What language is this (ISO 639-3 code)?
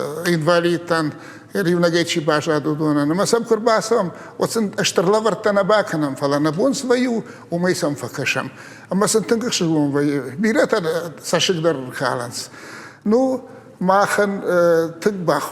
oss